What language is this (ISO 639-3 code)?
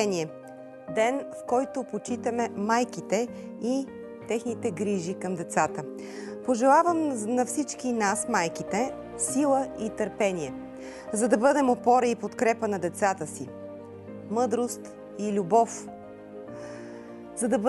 bul